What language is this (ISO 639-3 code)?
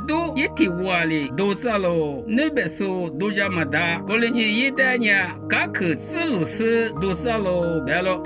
lis